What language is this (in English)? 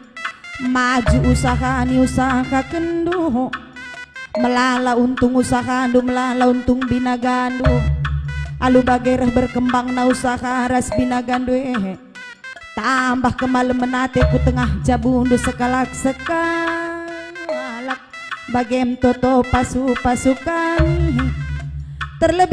Batak Karo